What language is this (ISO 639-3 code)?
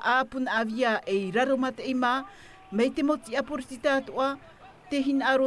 tah